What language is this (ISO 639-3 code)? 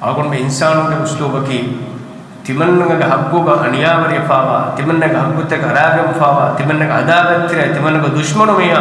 div